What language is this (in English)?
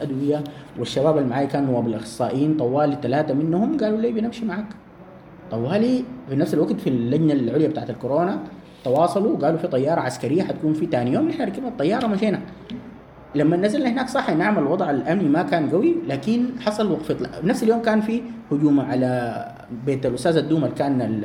Sudanese Arabic